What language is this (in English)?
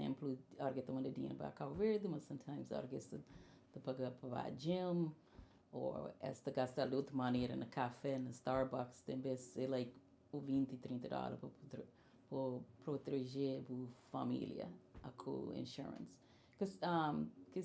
Kabuverdianu